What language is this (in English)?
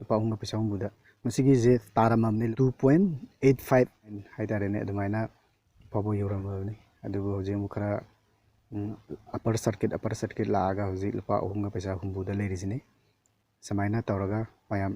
Manipuri